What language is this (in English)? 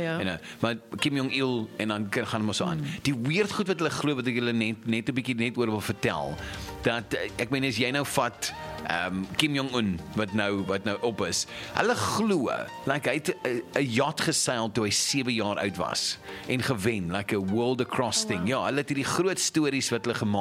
Afrikaans